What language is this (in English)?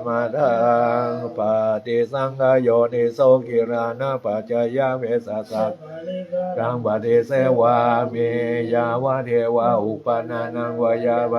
Pali